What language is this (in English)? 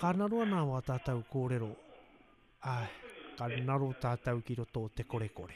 Māori